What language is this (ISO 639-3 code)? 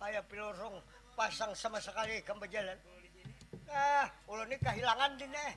bjn